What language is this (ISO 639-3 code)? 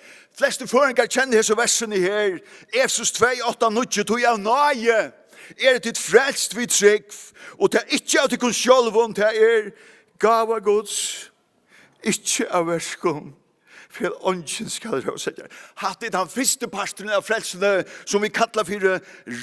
fao